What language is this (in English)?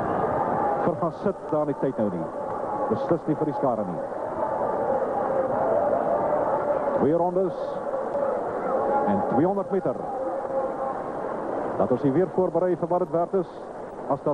Afrikaans